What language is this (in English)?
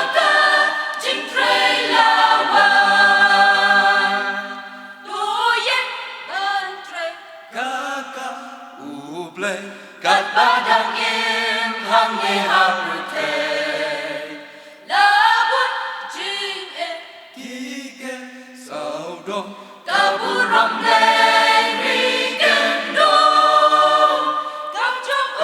Khasi